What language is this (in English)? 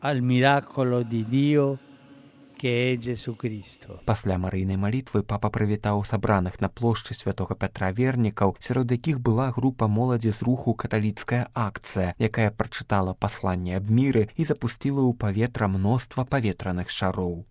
Belarusian